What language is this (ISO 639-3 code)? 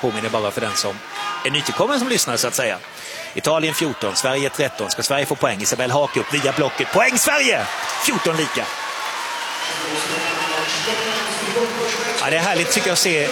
swe